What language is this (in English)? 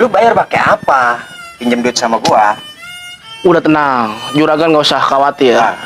Betawi